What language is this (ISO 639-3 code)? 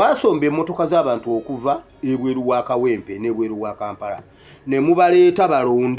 lug